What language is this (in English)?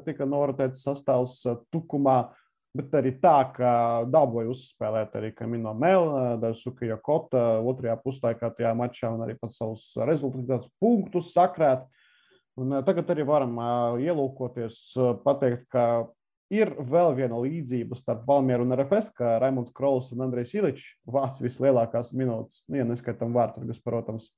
Latvian